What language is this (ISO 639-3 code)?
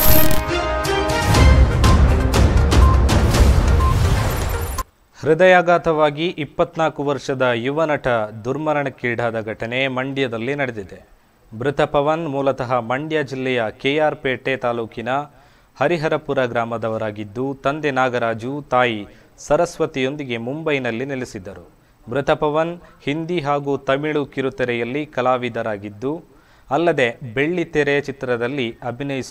kan